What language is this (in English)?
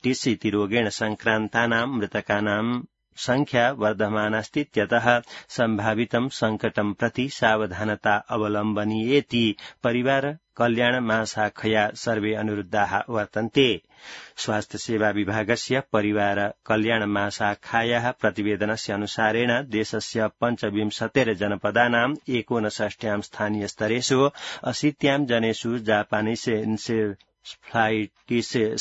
Sanskrit